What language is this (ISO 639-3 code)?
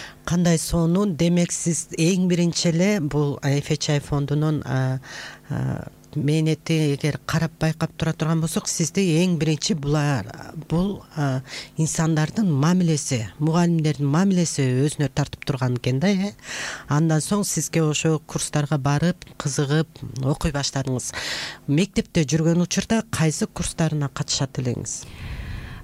kir